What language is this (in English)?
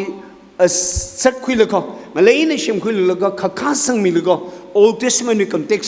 Tangkhul Naga (India)